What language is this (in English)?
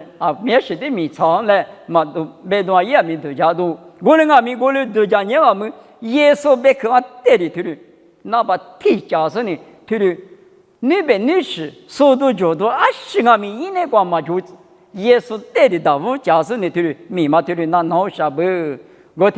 Lisu